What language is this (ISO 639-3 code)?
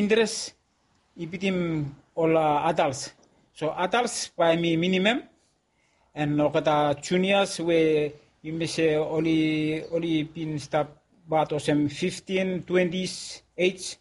bis